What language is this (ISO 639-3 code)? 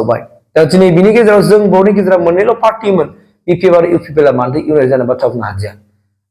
brx